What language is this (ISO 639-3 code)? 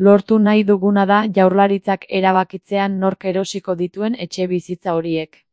eus